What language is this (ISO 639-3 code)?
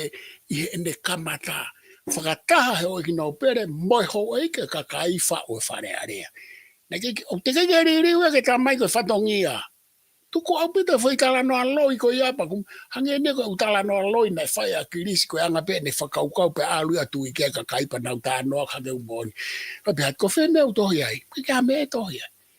ton